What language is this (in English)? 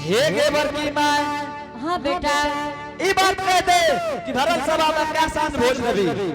Angika